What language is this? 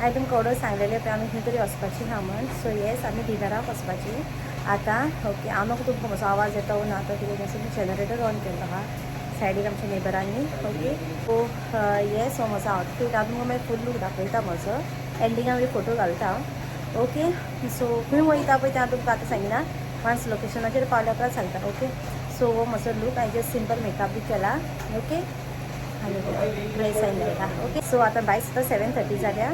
Konkani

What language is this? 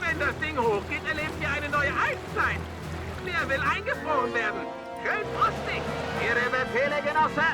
Bavarian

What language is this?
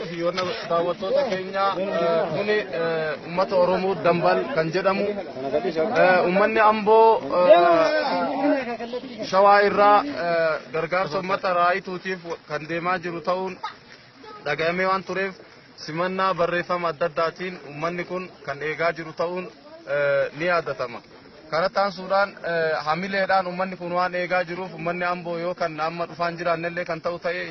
Oromo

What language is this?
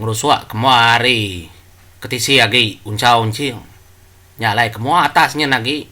Iban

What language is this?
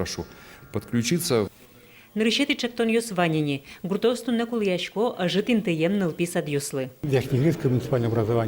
Udmurt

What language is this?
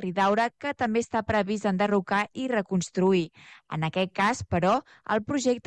Catalan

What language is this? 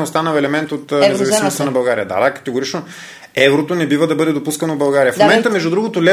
Bulgarian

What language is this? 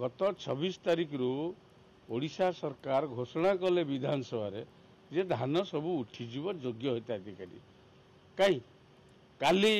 Odia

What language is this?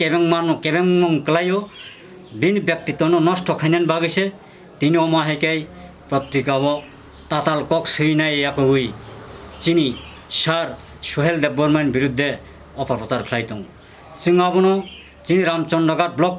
Kok Borok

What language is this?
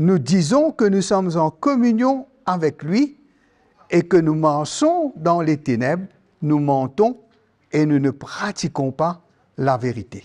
Morisyen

